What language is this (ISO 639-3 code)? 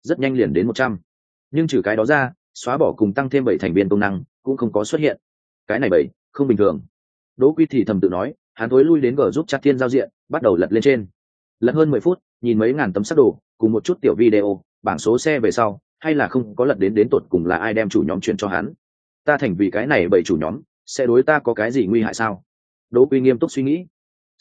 vie